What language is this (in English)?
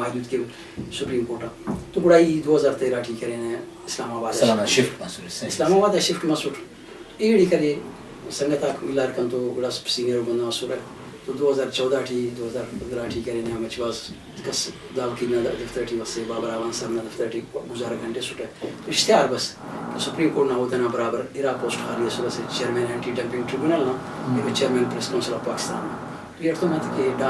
Brahui